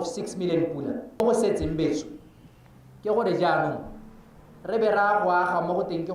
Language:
Tswana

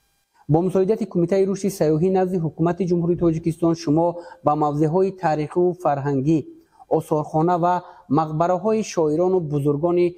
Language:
Tajik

